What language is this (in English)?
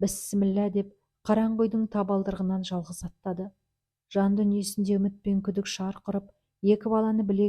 Kazakh